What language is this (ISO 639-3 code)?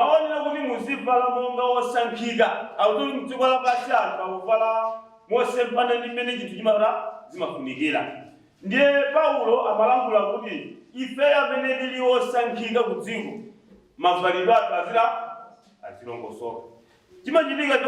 nya